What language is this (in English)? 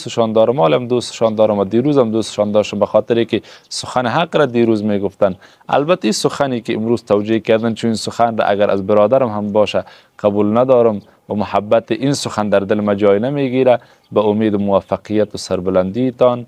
Persian